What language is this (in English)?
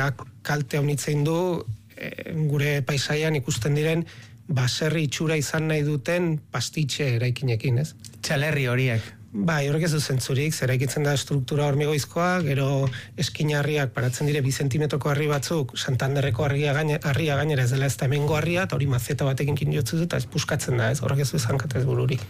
Basque